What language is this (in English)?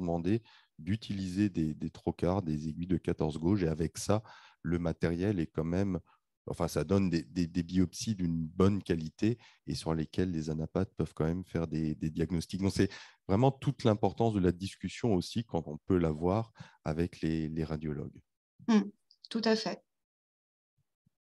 French